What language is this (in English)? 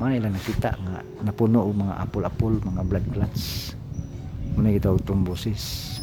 Cebuano